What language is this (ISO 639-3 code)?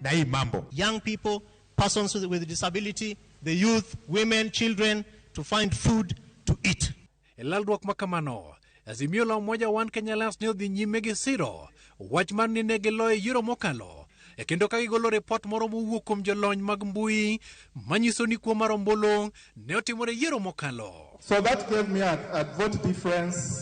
luo